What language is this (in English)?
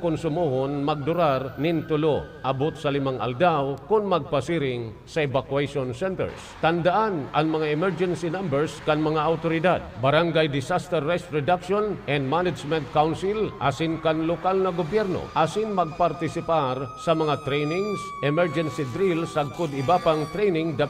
Bikol